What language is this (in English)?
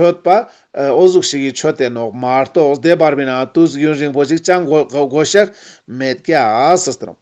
Ladakhi